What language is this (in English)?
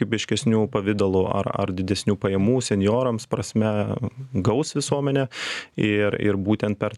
Lithuanian